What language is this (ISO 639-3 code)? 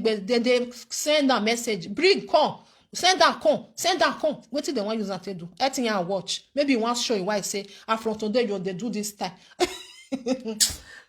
pcm